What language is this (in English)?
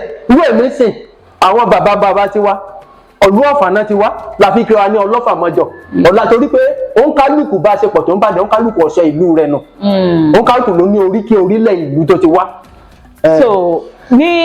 Yoruba